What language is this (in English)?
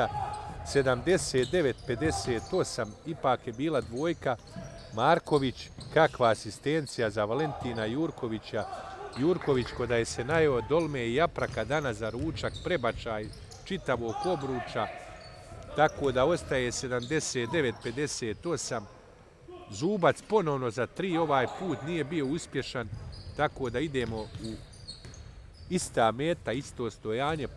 Bosnian